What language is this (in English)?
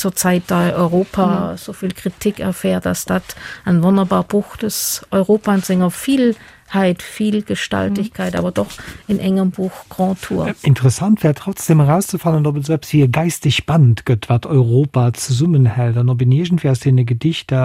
Luxembourgish